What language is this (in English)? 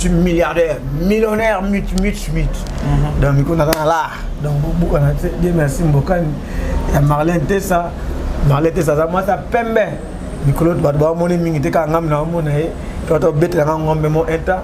Lingala